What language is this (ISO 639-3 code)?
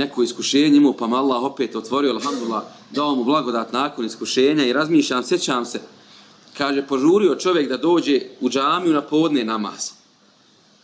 bos